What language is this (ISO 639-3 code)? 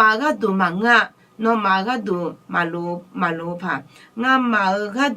ahk